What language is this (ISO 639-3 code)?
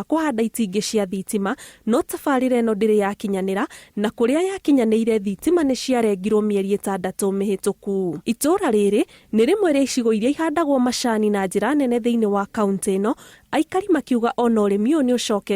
kik